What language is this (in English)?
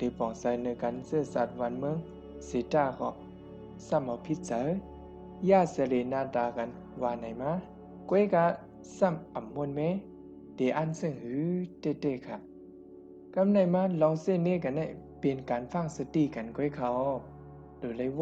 Shan